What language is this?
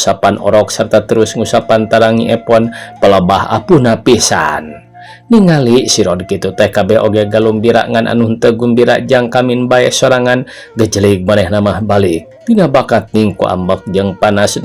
Sundanese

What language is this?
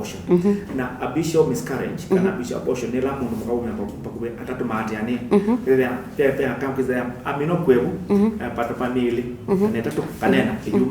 Kamba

